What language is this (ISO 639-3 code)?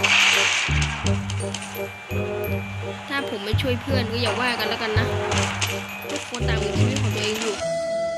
tha